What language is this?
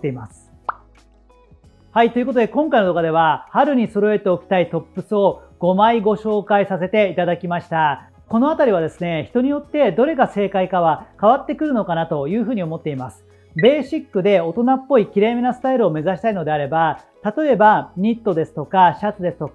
Japanese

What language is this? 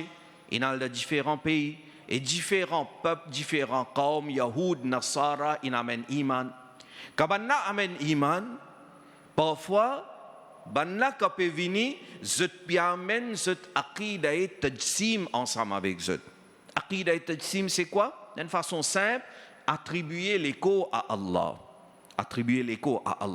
Morisyen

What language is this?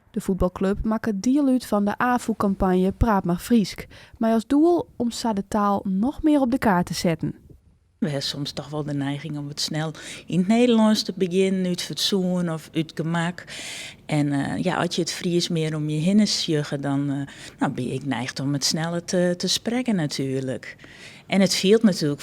Western Frisian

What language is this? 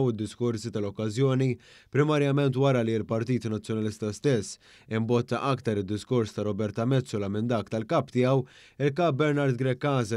Maltese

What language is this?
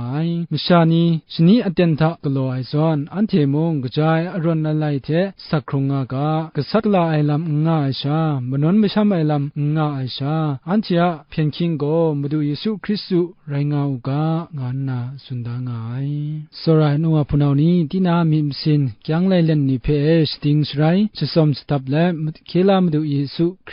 Kachin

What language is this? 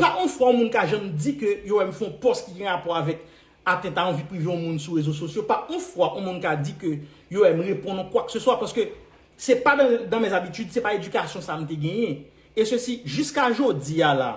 Haitian Creole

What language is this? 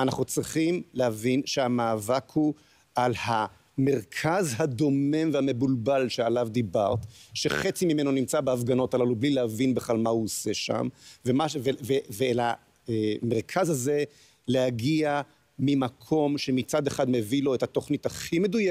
Hebrew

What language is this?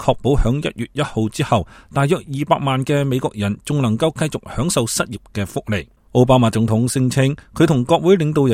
Cantonese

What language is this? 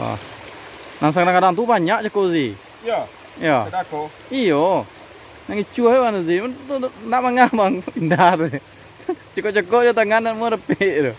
Minangkabau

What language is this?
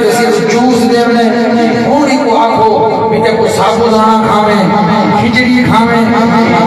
Saraiki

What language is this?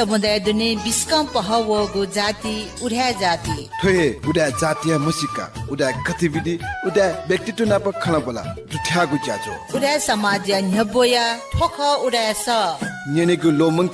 Newari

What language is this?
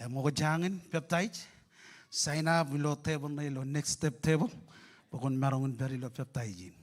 Marshallese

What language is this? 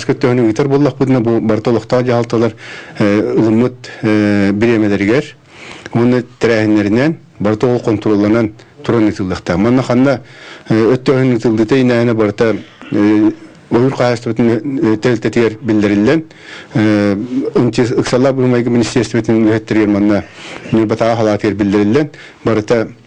Yakut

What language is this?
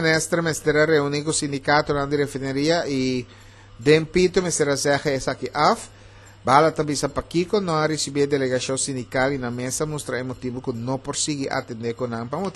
Papiamento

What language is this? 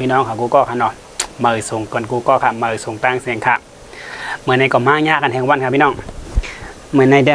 Shan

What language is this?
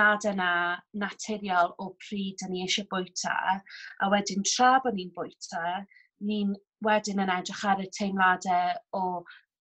Welsh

